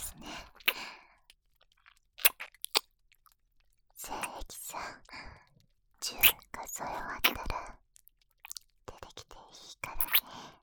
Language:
Japanese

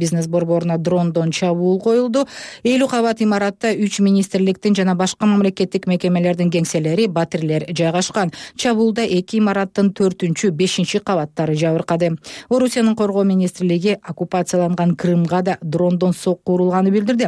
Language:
Kyrgyz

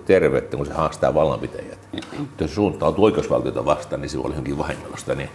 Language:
Finnish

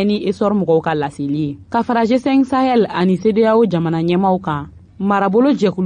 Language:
Bambara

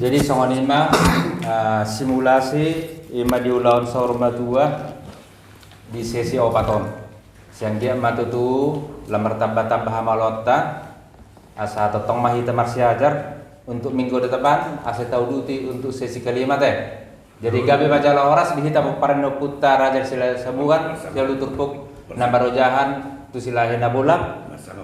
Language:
Batak Toba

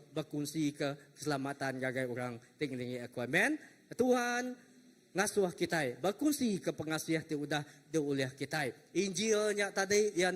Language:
Iban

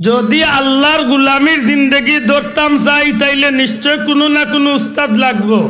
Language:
Sylheti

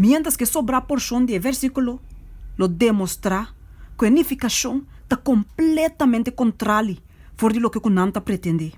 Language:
Papiamento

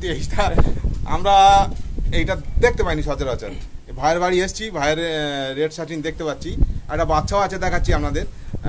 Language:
Bangla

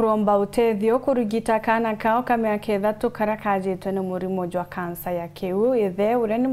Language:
Meru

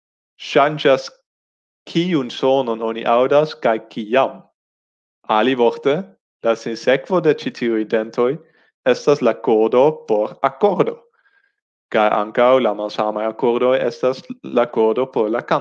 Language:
Esperanto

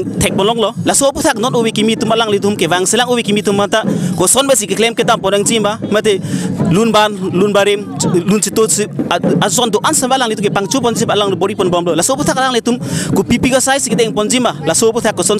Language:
Karbi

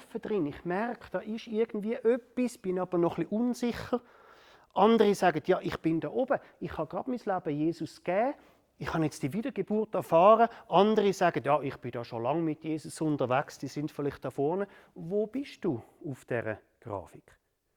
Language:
Swiss German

